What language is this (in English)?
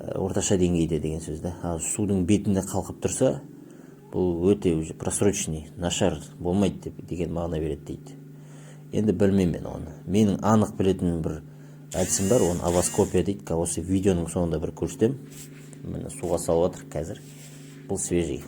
Kazakh